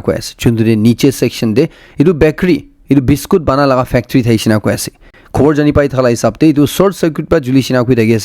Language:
Naga Pidgin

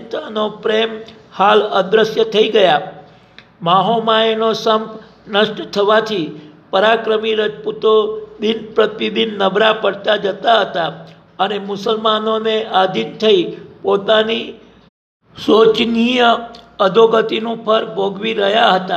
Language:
Gujarati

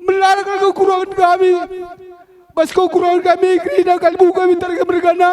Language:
Batak Karo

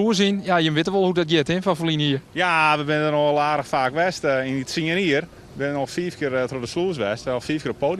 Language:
Western Frisian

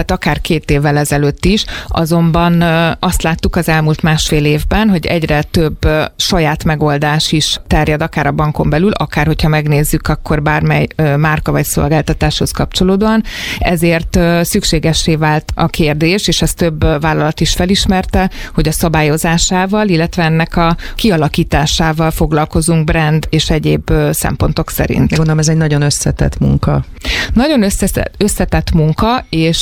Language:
Hungarian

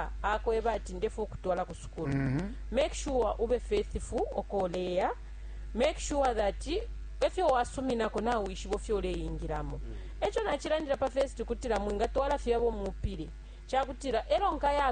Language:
Bemba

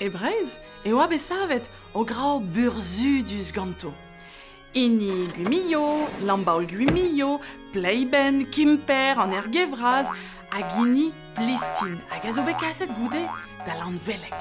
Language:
Breton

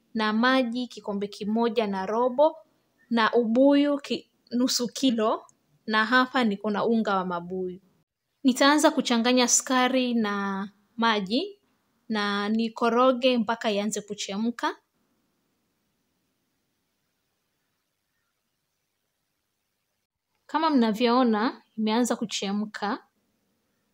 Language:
Swahili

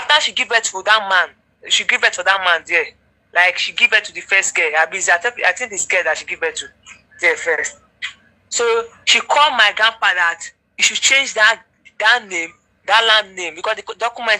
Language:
Nigerian Pidgin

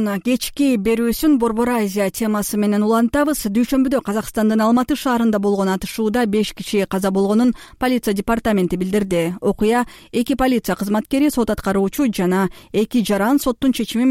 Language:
Kyrgyz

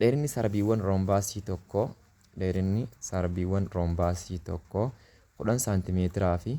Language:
Oromo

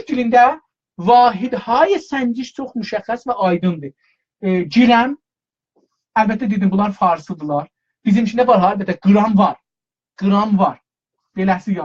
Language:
South Azerbaijani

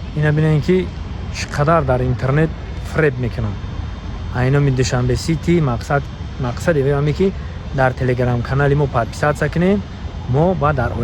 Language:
Tajik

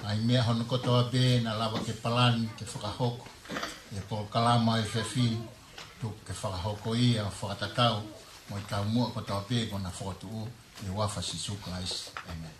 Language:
Tongan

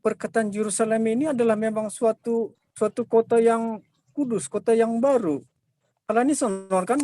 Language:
Batak Simalungun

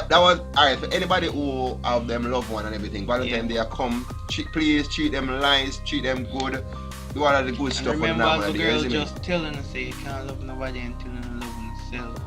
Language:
Jamaican Creole English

